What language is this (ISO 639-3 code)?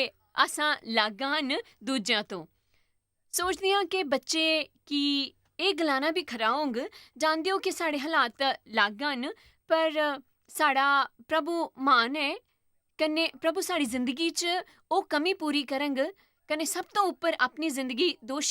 doi